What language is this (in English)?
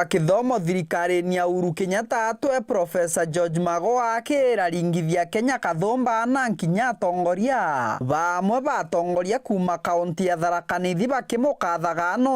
Meru